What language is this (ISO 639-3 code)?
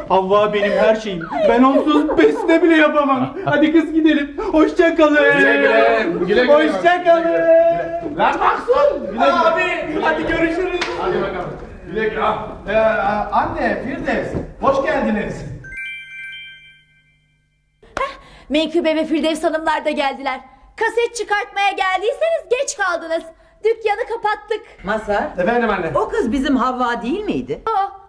tur